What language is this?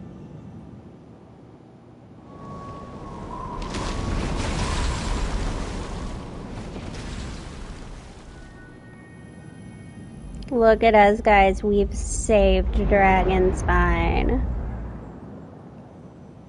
English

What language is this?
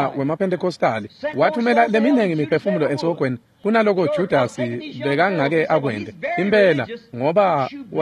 Swati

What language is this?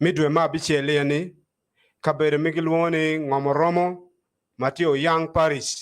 Acoli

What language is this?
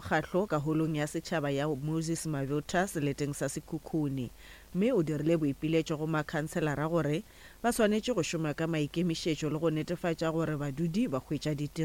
Northern Sotho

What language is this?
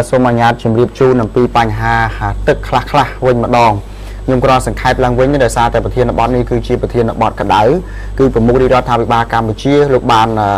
Khmer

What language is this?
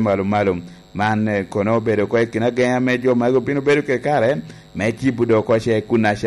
Lango (Uganda)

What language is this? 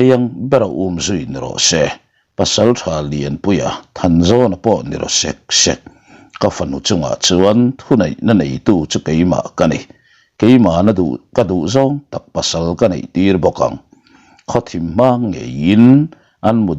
Mizo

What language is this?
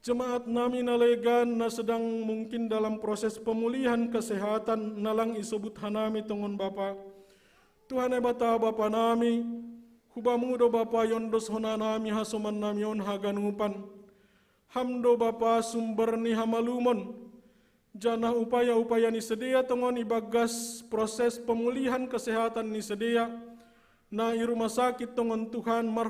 Batak Simalungun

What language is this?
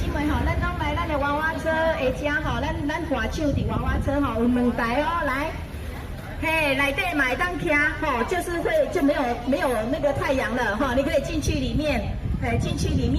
Min Nan Chinese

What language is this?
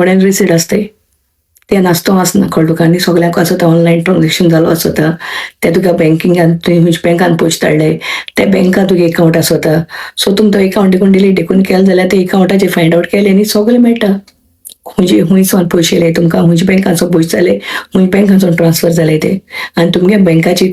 Konkani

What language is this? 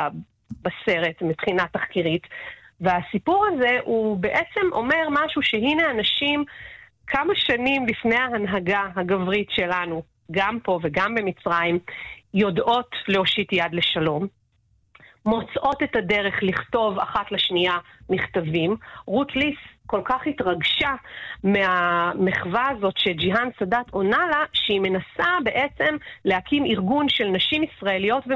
Hebrew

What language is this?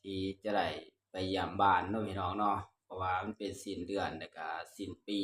Northeastern Thai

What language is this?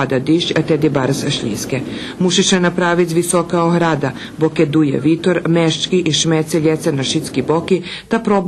Rusyn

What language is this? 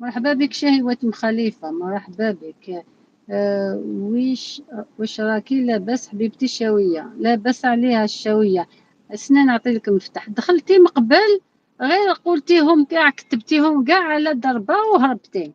Algerian Arabic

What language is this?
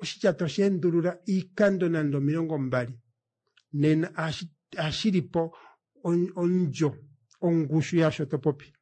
Kuanyama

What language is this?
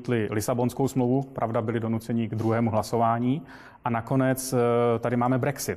Czech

